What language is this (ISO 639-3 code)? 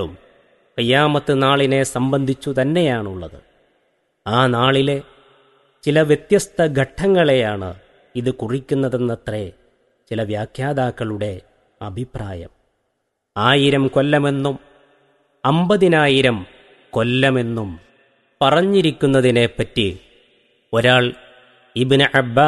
mal